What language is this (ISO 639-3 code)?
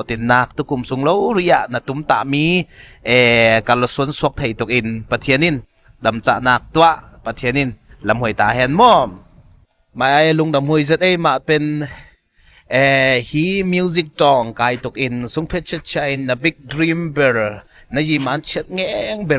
cnw